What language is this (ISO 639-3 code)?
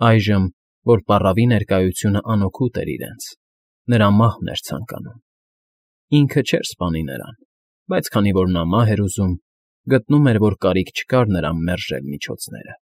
hye